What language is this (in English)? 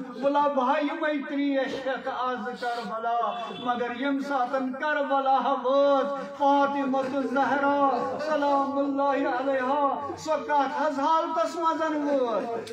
Kashmiri